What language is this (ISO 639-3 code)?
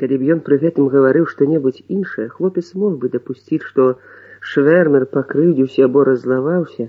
bel